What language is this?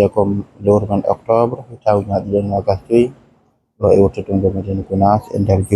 Fula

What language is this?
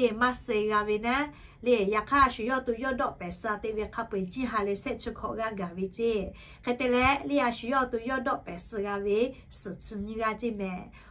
Lahu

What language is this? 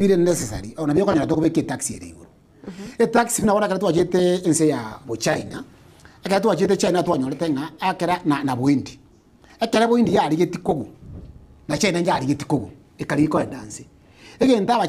Gusii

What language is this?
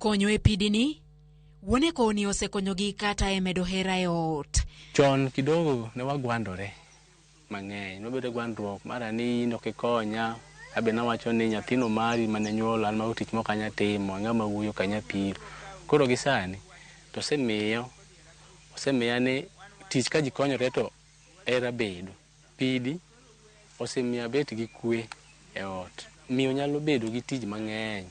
Luo (Kenya and Tanzania)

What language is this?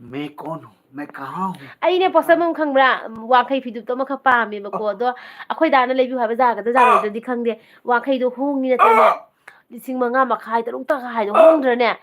Manipuri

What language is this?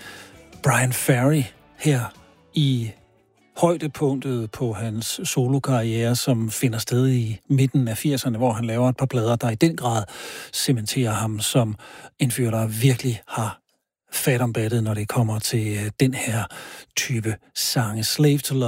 Danish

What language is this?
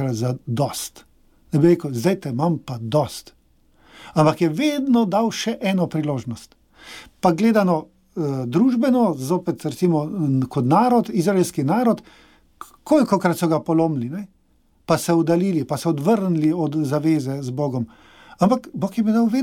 Slovenian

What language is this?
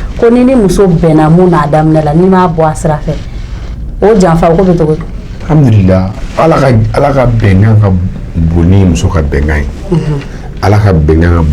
Bambara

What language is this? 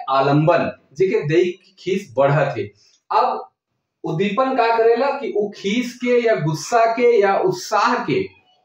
Sadri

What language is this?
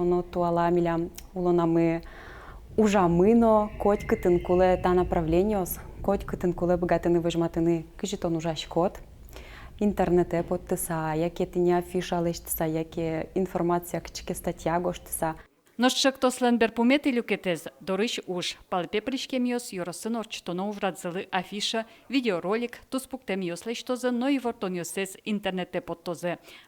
Udmurt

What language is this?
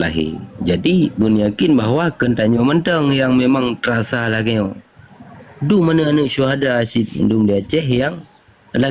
Achinese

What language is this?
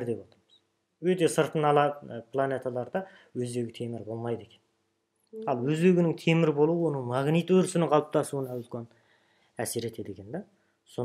Kazakh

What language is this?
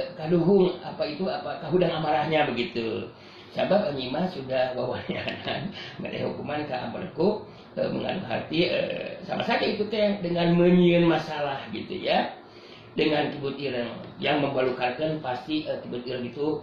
Sundanese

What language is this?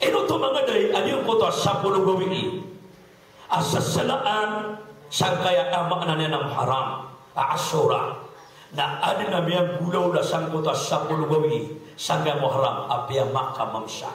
Maranao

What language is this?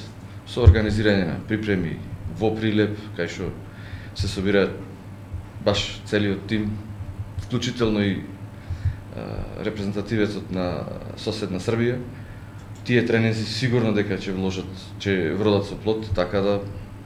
Macedonian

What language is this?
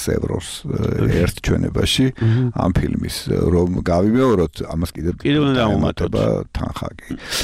Georgian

